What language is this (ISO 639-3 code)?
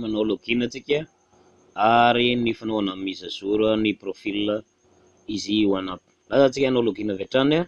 mlg